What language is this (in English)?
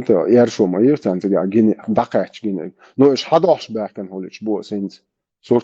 Chechen